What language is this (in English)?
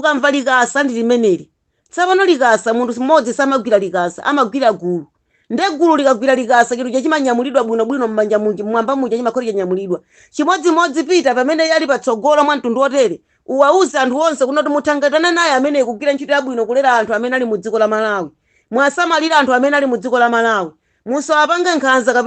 Nyanja